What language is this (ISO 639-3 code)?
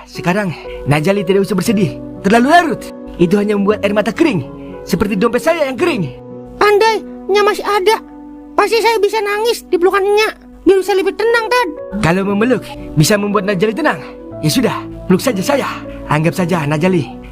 bew